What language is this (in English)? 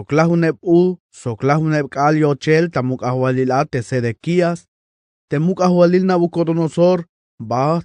Tzeltal